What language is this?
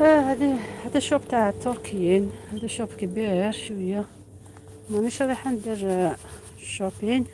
Algerian Arabic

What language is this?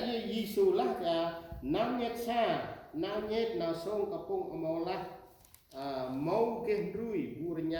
Central Mnong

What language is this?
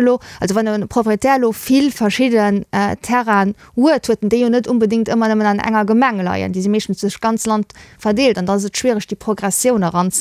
Luxembourgish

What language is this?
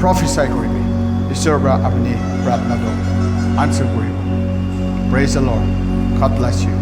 Naga Pidgin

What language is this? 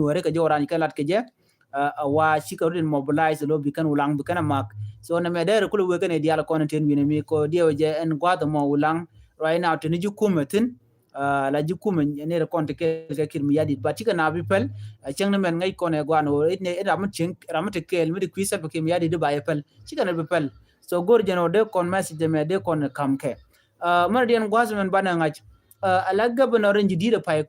Nuer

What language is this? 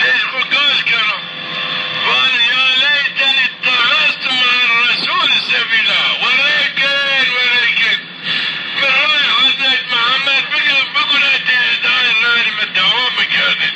Zaza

